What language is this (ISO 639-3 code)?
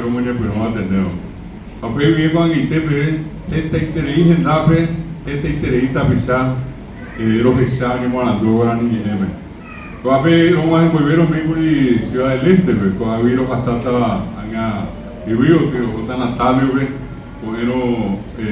grn